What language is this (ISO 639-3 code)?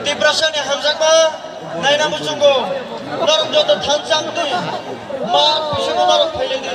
trp